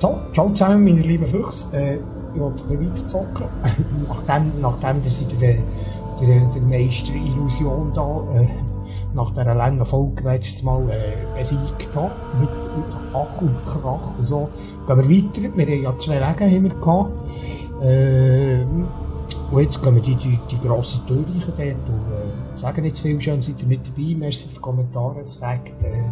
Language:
Swiss German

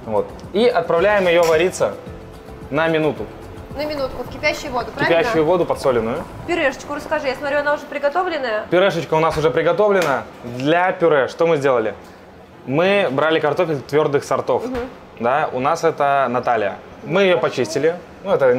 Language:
Russian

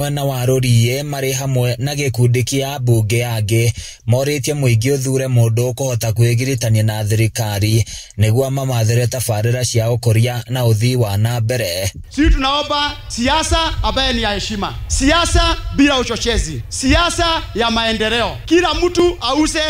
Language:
Kikuyu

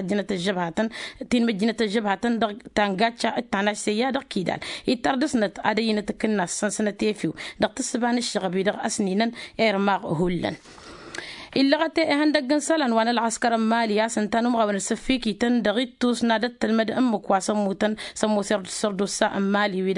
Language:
Tamasheq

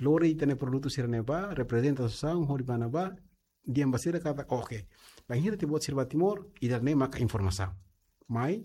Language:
Tetum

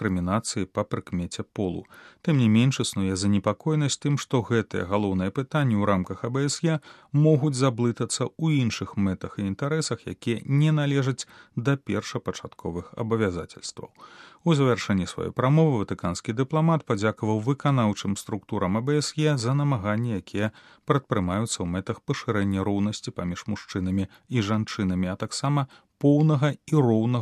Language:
Belarusian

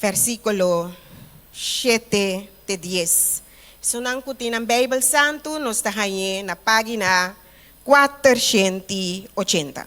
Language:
Papiamento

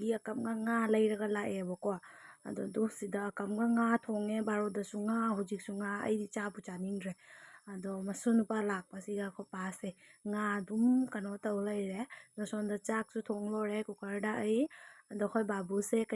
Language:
Manipuri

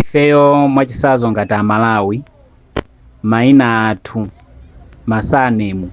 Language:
Nyanja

